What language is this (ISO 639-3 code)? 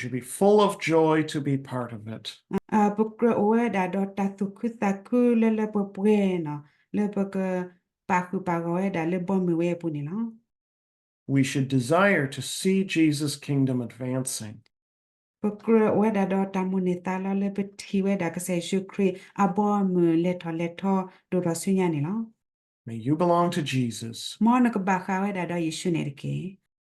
ksw